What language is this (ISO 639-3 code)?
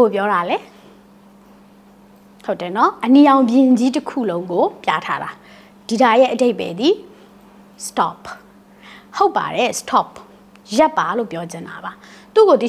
mya